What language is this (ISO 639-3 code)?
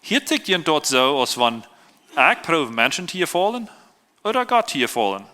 pdt